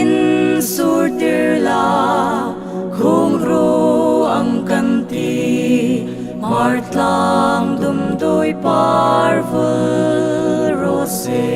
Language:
Hmar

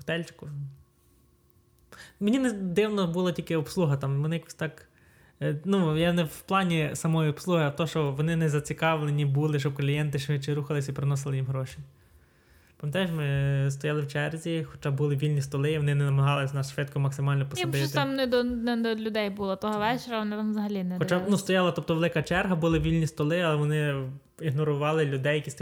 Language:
Ukrainian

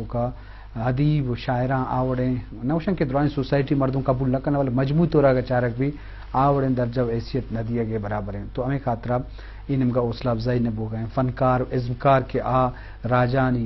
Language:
Eastern Balochi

